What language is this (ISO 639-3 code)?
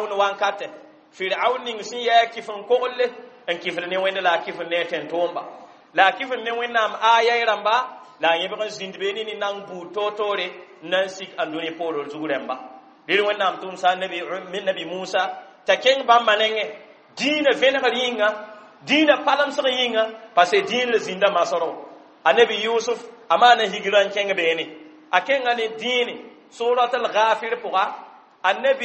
mos